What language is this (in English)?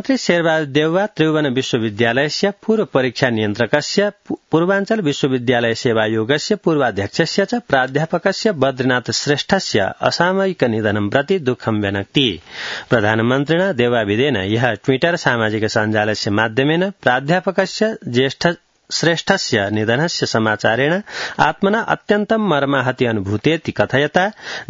Sanskrit